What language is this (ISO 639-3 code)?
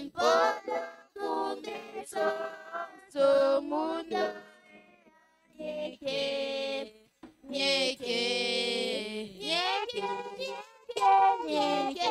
swa